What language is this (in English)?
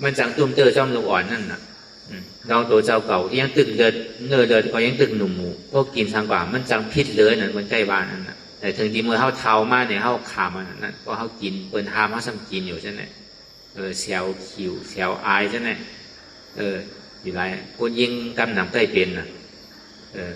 Shan